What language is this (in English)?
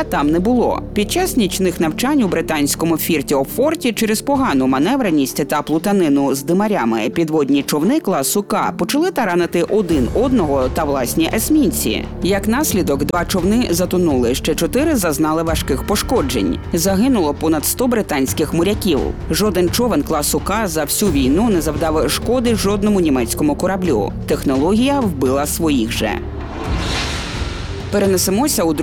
Ukrainian